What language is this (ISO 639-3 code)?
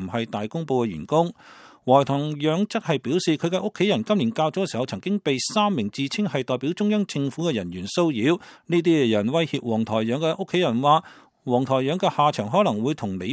yue